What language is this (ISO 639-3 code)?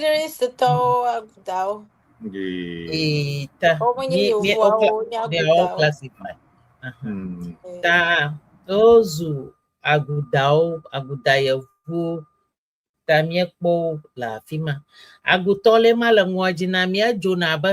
ewe